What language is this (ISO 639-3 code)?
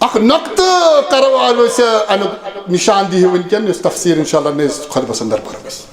kas